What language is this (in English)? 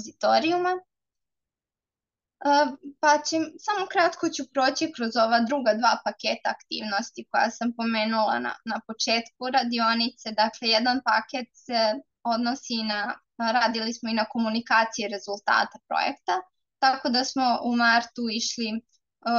Serbian